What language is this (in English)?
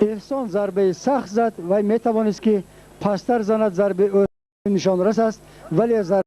Tajik